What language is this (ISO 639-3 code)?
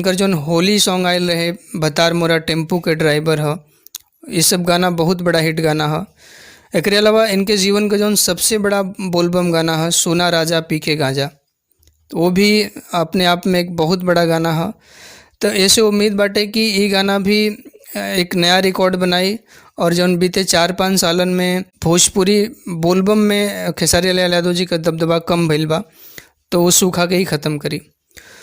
bho